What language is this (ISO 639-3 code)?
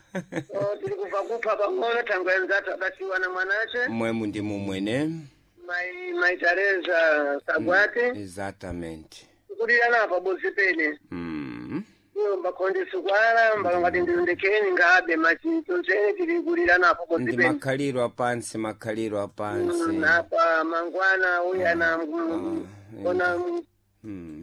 seh